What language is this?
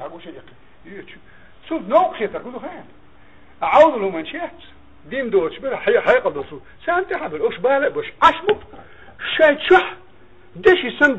Chechen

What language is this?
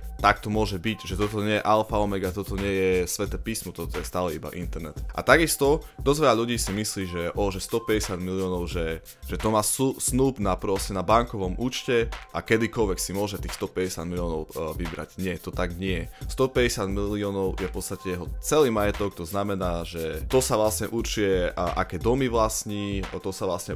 Slovak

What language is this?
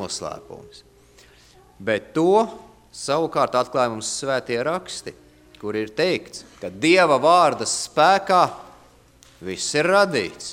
Latvian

